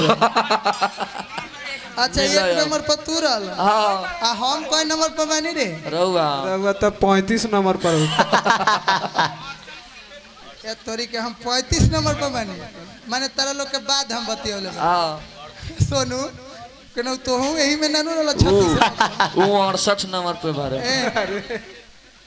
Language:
Bhojpuri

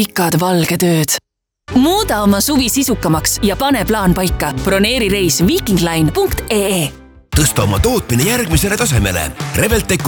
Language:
Estonian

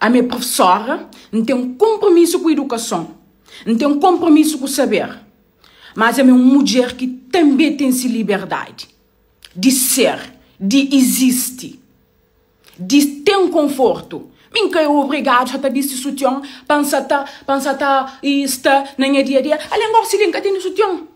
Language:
Kabuverdianu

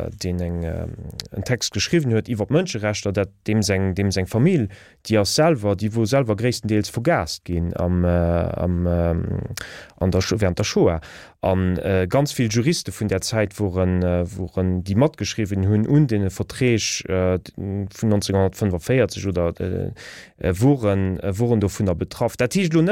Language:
Luxembourgish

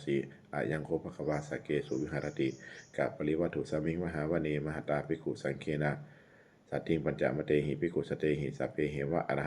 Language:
Pali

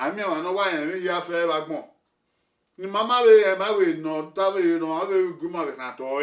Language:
Bini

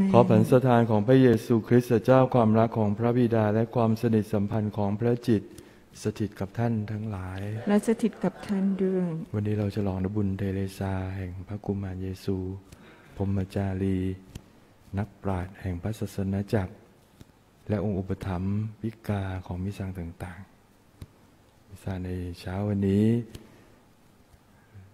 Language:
Thai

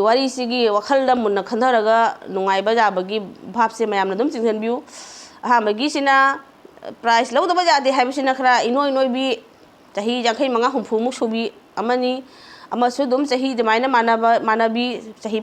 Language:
Manipuri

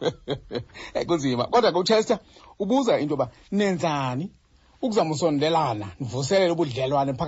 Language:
Xhosa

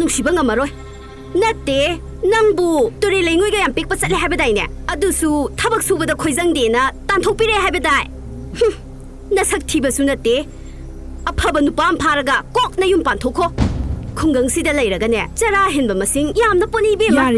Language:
Manipuri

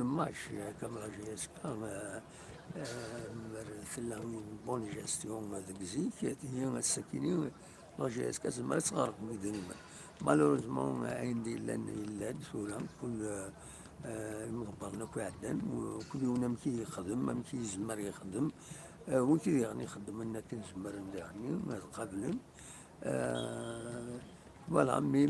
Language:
Kabyle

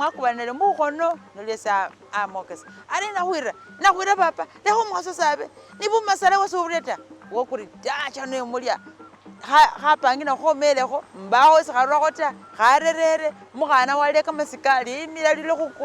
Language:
Masaaba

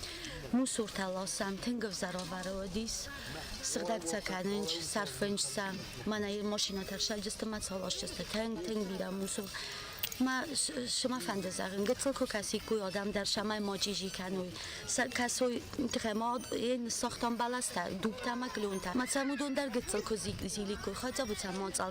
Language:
Ossetic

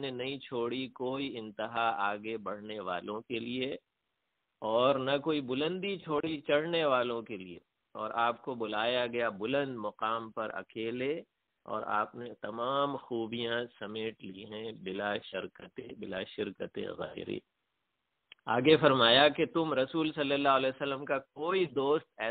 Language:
Urdu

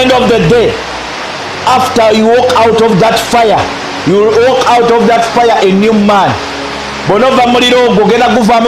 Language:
Ganda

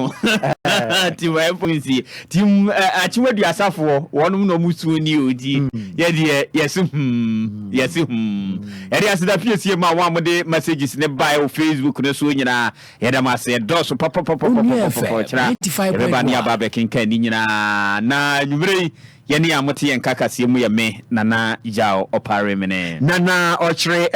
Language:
Akan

